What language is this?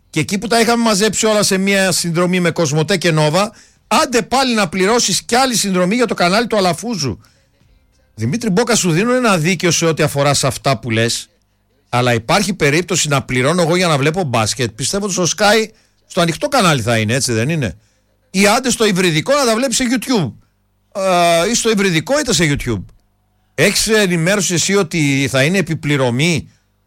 Greek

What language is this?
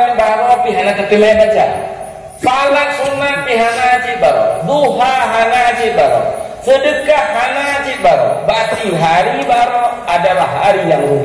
Achinese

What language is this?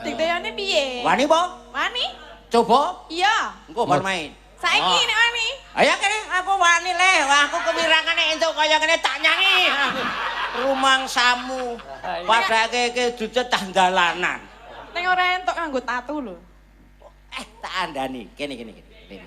Javanese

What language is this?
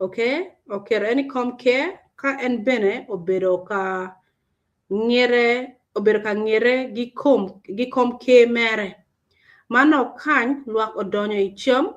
Acoli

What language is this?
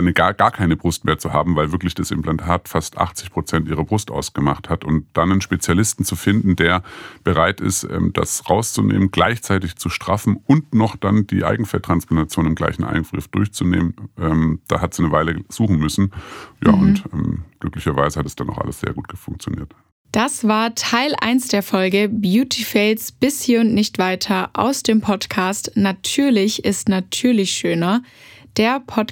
German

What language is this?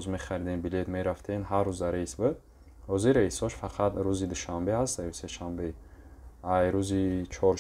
Tajik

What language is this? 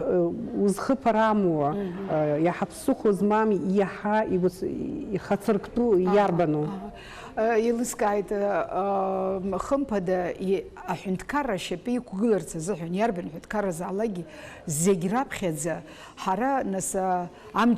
Abkhazian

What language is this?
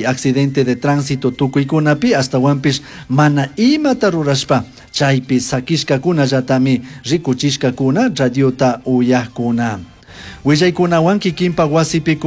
Chimborazo Highland Quichua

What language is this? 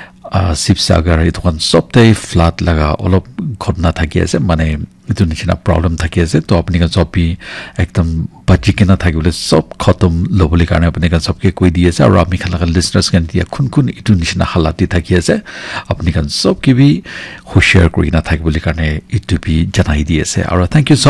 Naga Pidgin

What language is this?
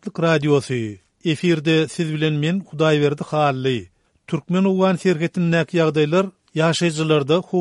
Turkmen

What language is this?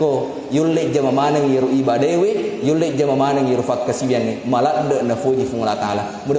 Buginese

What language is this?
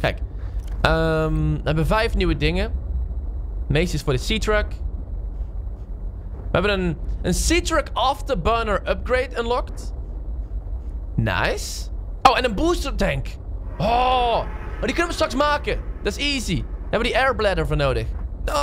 Dutch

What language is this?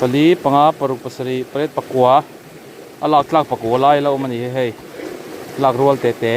Mizo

